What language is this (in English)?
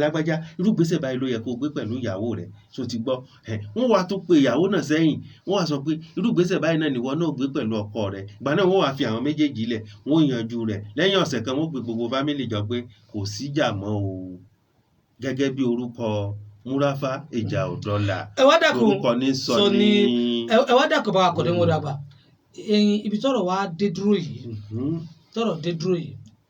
Yoruba